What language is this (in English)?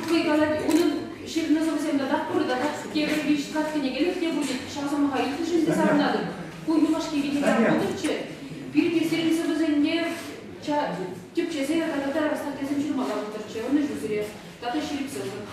Chuvash